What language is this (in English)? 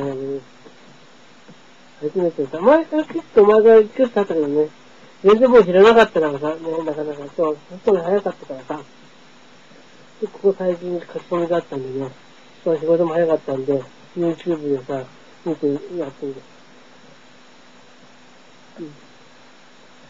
Japanese